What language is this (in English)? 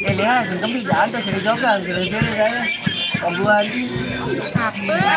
Sasak